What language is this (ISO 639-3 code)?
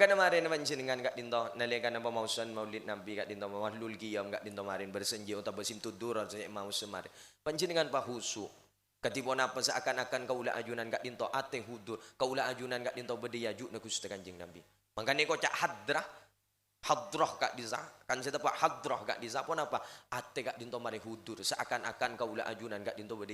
mad